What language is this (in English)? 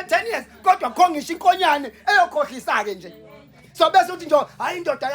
Zulu